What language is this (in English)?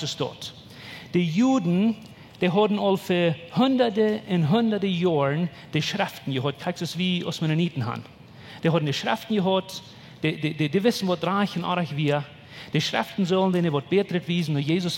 Plautdietsch